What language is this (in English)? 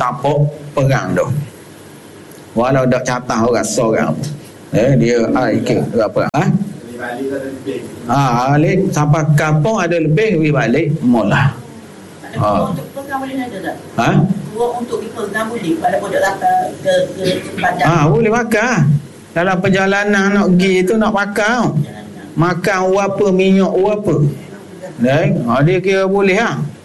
Malay